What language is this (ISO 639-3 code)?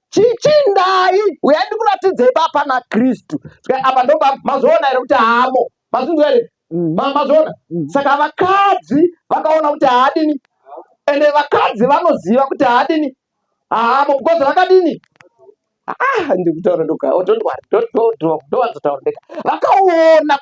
sna